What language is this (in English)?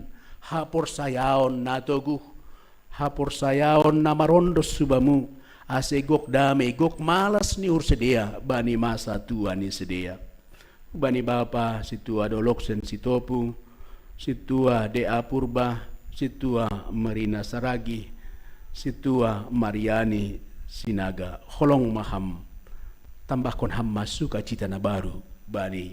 Batak Simalungun